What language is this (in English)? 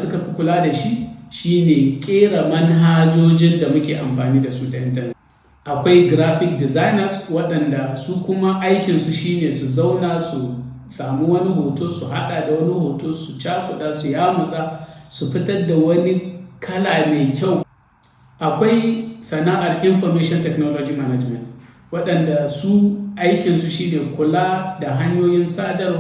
Hausa